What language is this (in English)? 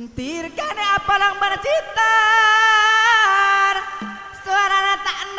Madurese